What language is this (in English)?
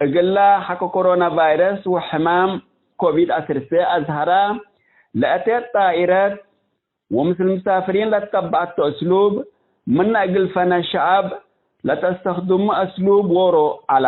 Tigre